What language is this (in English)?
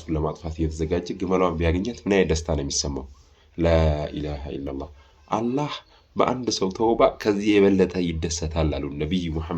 Amharic